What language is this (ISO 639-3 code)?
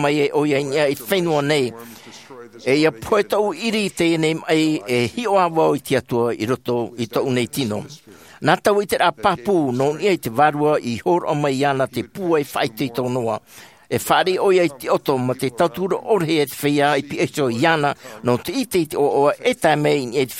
tah